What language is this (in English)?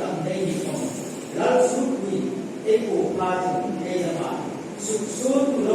Hmar